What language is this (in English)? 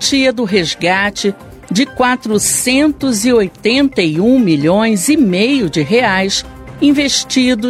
Portuguese